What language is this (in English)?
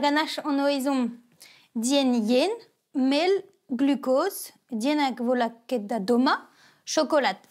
Breton